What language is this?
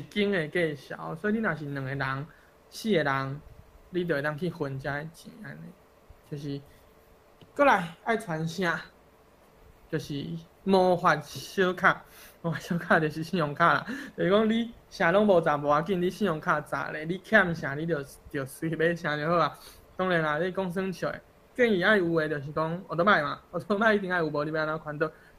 Min Nan Chinese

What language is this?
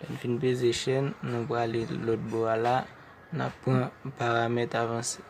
Haitian Creole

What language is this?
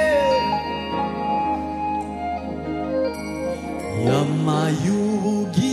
Kinyarwanda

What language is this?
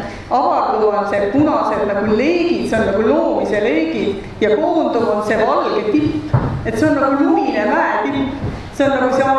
Estonian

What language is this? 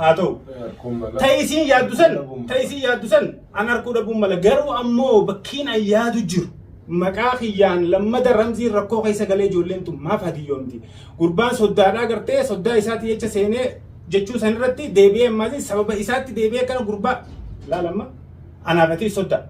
Oromo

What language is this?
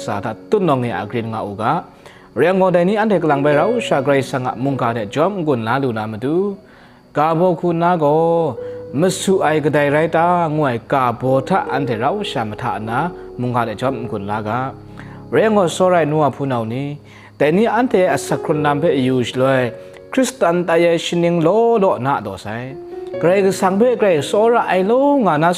Kachin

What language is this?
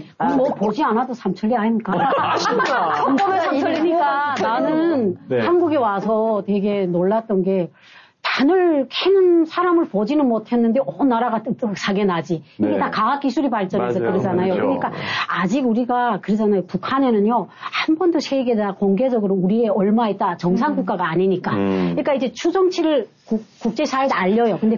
Korean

